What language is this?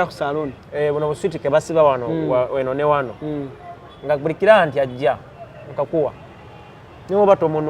Ganda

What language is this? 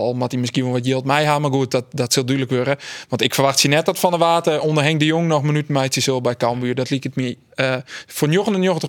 Western Frisian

